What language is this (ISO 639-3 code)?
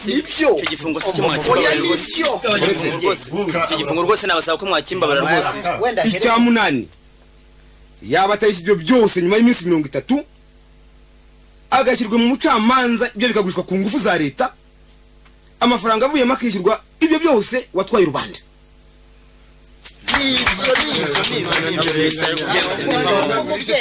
kin